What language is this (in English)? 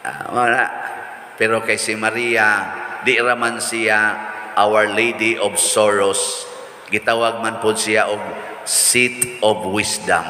Cebuano